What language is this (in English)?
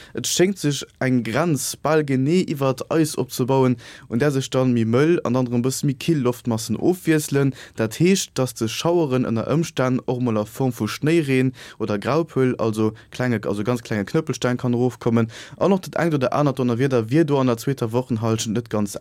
Luxembourgish